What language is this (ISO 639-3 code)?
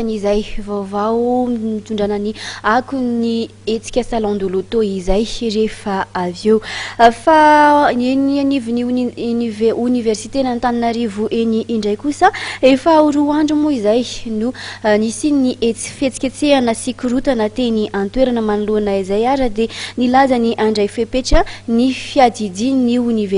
mlg